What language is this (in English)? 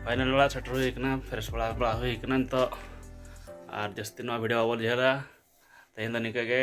Santali